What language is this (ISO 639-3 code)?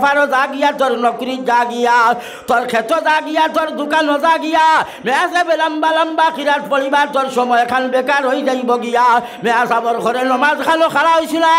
syl